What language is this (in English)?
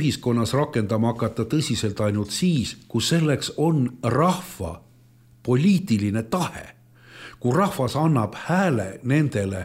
Estonian